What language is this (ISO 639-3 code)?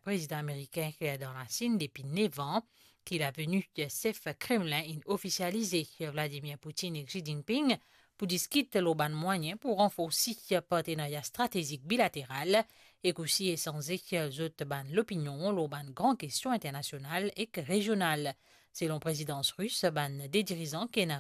mfe